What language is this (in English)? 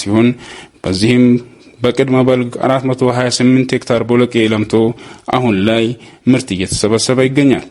Amharic